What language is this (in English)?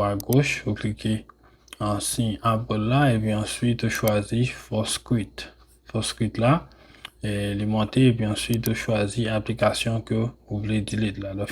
Haitian Creole